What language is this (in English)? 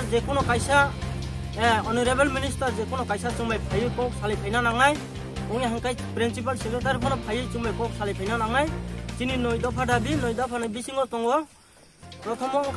Kok Borok